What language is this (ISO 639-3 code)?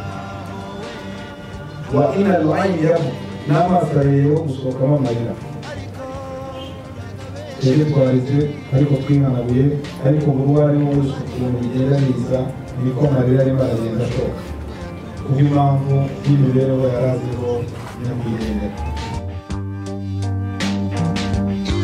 kin